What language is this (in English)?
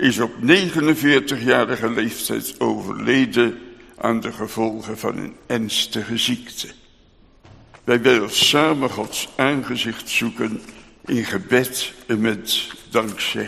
Dutch